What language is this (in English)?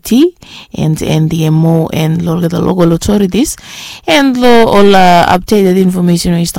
Bislama